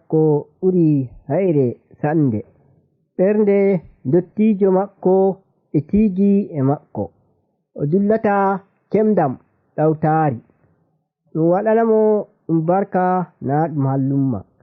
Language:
Nigerian Fulfulde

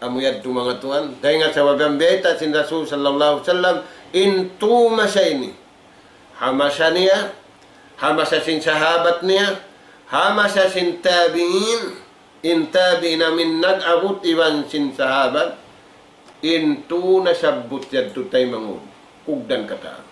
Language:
Tausug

